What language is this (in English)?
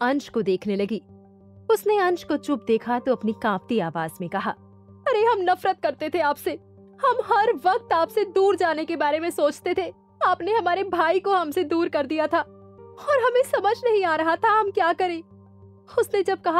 Hindi